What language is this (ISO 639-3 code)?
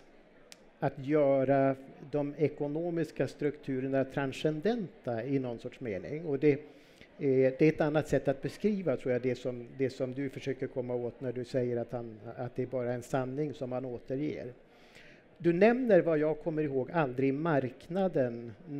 swe